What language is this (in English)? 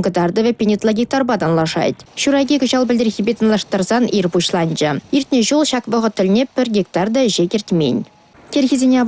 Chuvash